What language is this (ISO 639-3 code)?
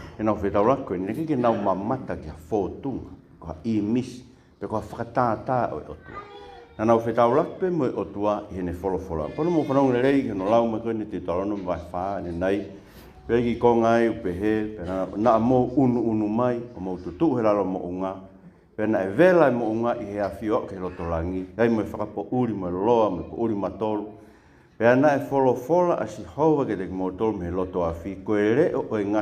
ton